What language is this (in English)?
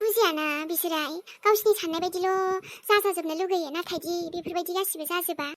Bodo